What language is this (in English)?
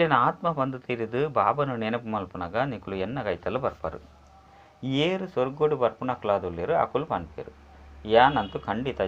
Tulu